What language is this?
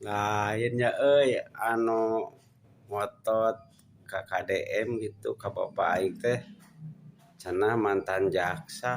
Sundanese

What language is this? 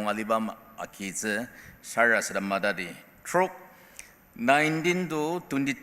Ao Naga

